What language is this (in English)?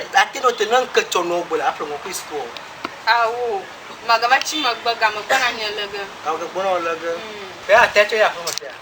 Ewe